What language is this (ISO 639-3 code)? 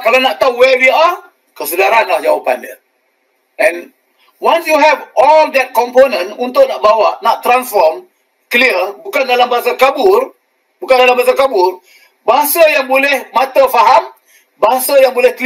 msa